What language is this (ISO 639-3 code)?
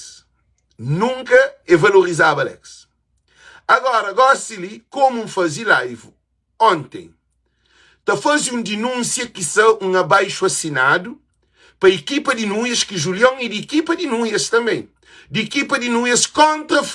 kea